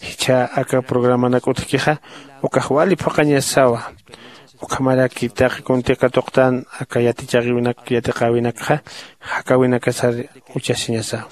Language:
Aymara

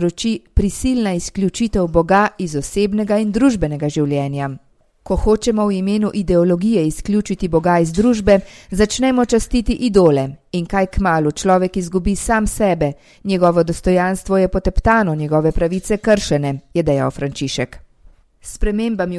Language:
Slovenian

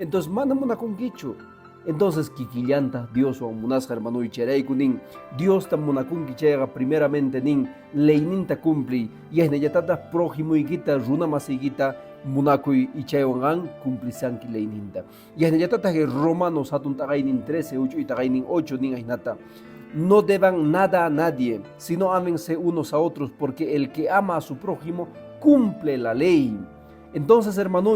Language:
Quechua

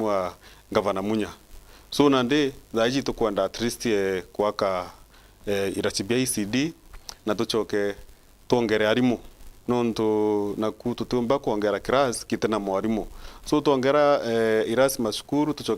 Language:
Meru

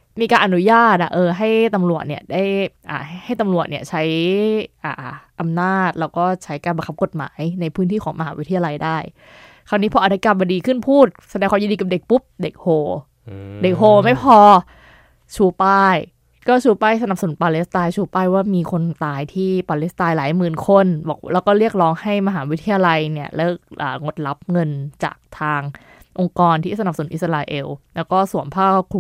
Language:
Thai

